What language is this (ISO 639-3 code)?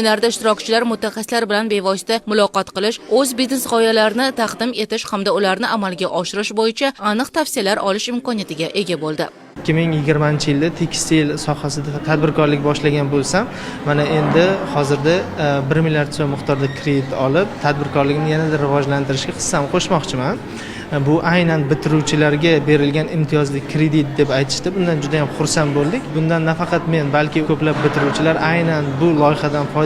uzb